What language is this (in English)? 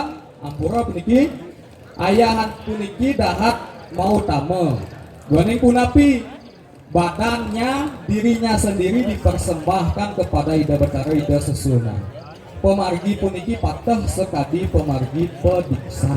Balinese